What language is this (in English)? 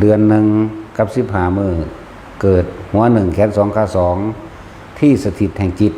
Northeastern Thai